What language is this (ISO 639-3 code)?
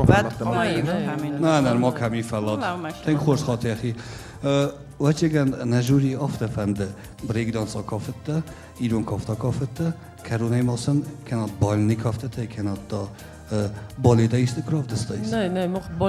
oss